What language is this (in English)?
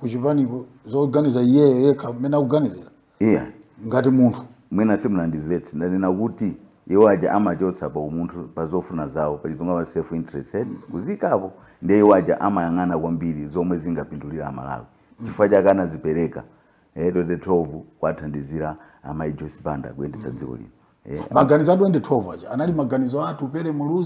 Nyanja